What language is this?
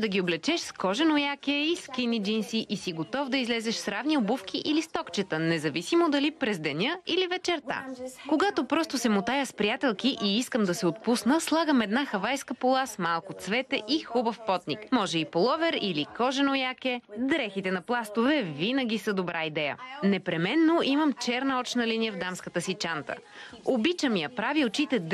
Bulgarian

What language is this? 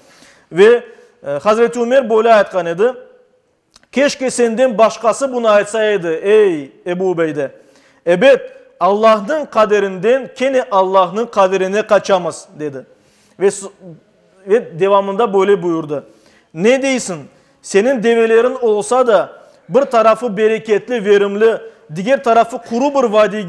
Crimean Tatar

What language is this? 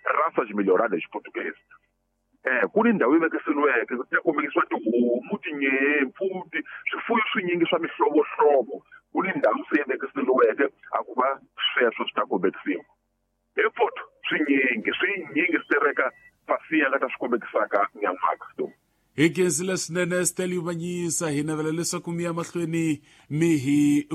Tsonga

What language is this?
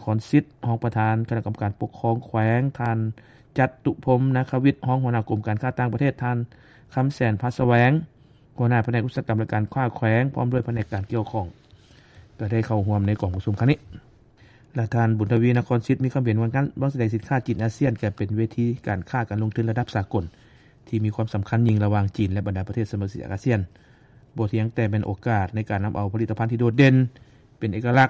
Lao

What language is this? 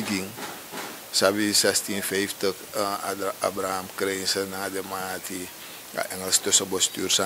Sranan Tongo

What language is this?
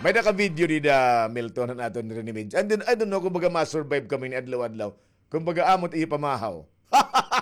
Waray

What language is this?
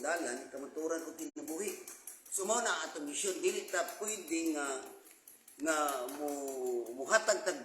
Cebuano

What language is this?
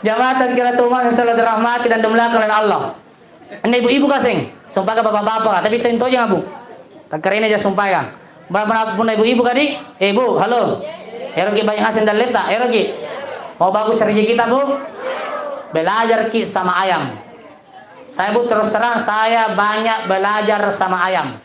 Makasar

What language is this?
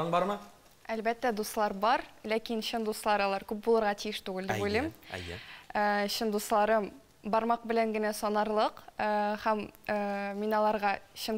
Tatar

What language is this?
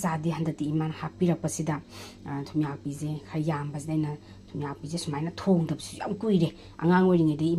Manipuri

